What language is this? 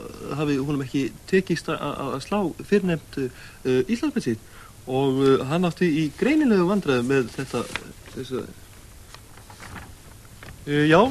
Icelandic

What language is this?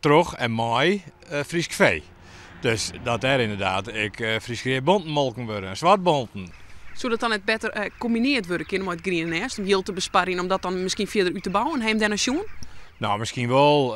Western Frisian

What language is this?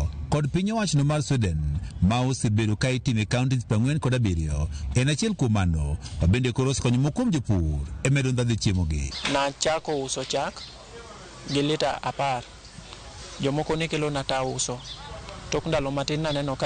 Luo (Kenya and Tanzania)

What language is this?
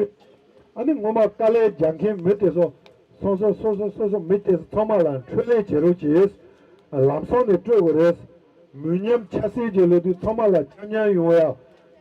Tibetan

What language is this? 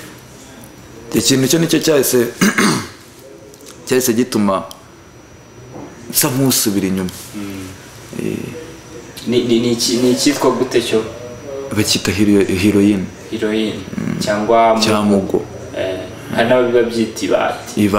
Kinyarwanda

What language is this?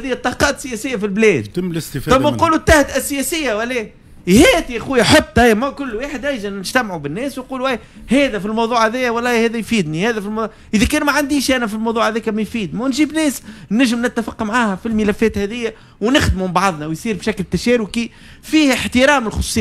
Tunisian Arabic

